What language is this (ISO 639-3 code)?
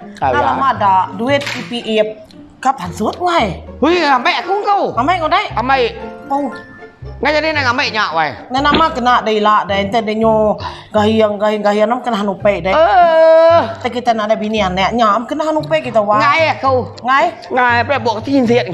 iba